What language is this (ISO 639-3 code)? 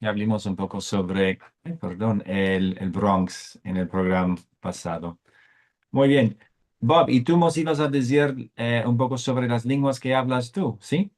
lad